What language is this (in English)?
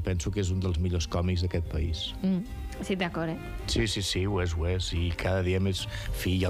Catalan